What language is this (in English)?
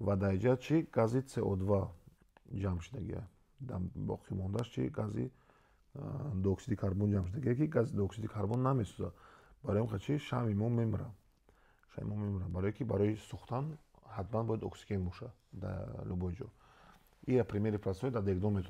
Tajik